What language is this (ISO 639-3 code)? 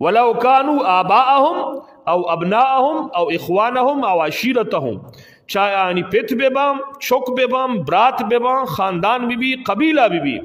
bgp